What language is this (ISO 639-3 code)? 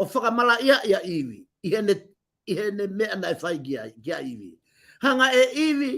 ton